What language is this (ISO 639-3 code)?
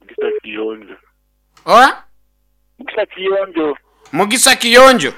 nyo